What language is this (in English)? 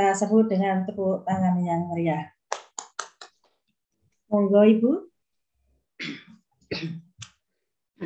Indonesian